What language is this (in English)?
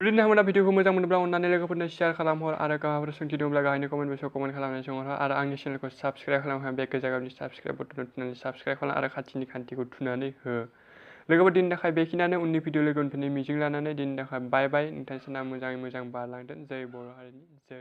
Bodo